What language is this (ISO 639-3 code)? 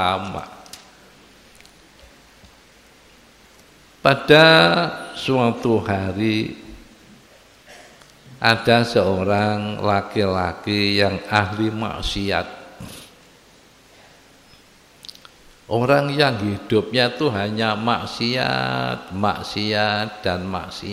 ind